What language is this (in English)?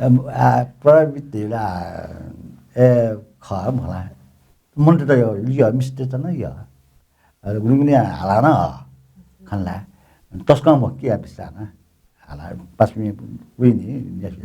Newari